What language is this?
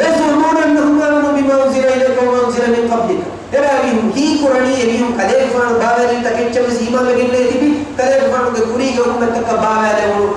Divehi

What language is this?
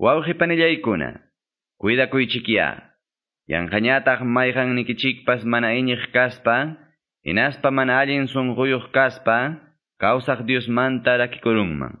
Quechua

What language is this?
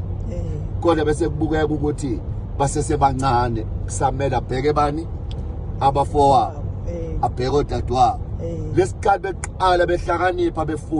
Zulu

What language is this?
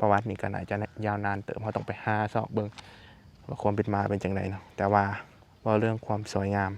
Lao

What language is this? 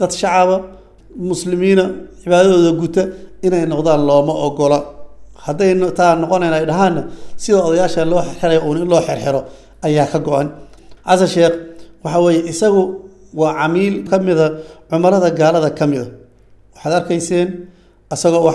Somali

